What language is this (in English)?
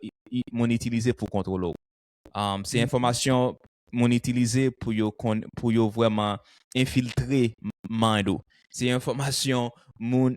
Haitian Creole